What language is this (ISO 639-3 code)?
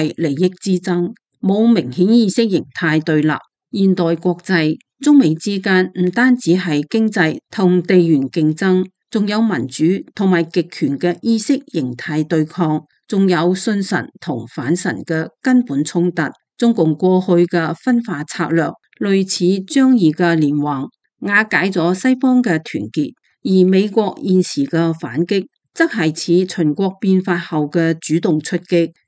yue